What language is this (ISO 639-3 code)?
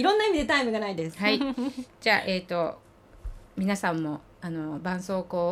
jpn